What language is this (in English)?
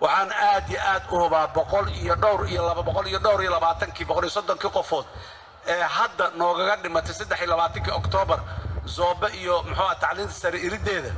Somali